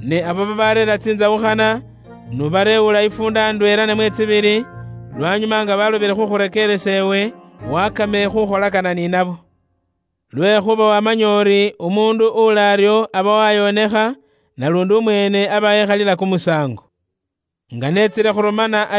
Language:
Luyia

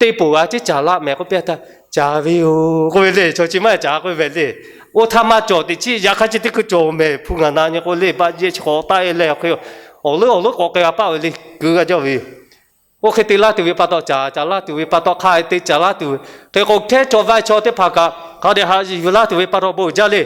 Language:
Lahu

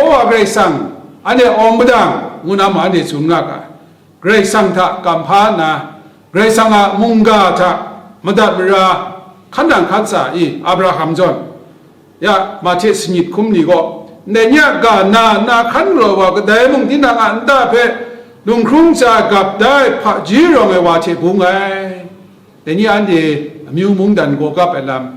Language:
Kachin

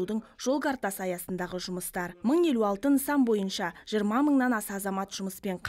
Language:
Kazakh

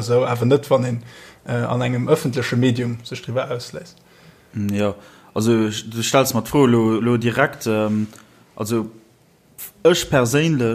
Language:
Luxembourgish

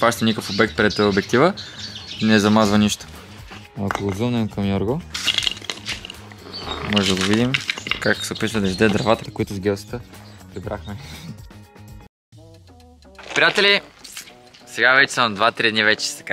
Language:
Bulgarian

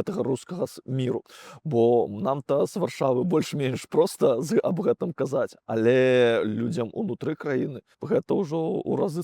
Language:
Belarusian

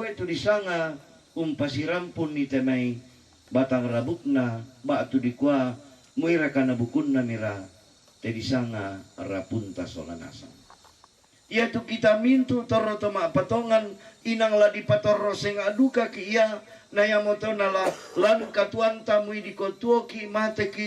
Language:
Toraja-Sa'dan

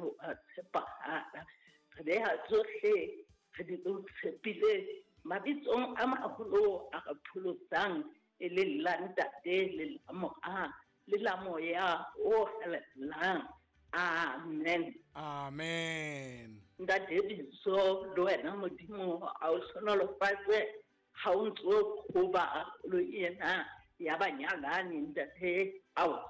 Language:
Southern Sotho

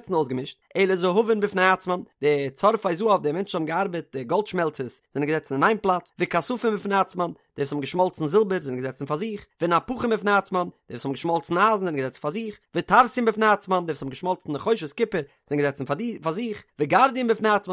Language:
Yiddish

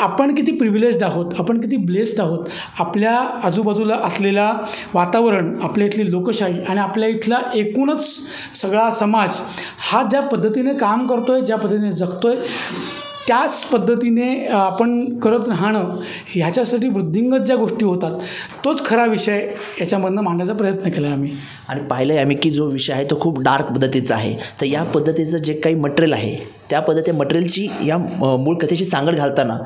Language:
Marathi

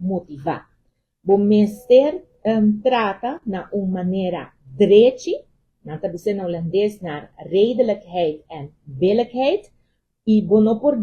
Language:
Papiamento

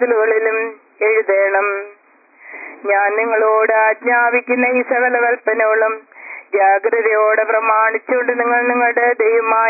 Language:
Malayalam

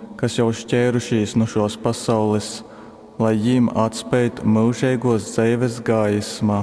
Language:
Latgalian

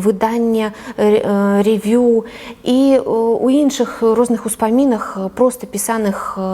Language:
Belarusian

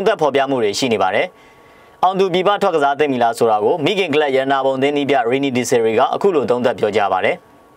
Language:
Burmese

